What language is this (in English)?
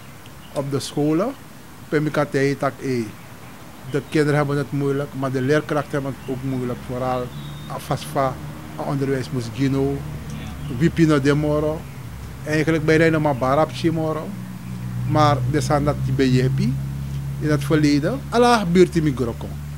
Sranan Tongo